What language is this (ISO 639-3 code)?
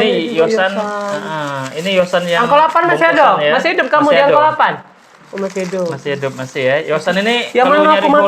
mui